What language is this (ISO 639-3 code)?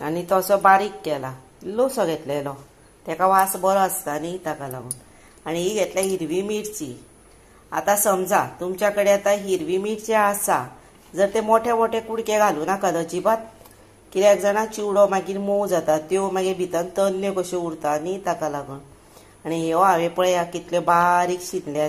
kok